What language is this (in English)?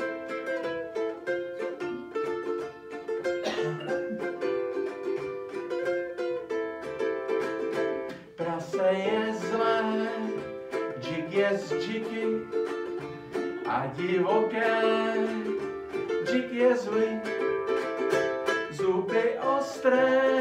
Czech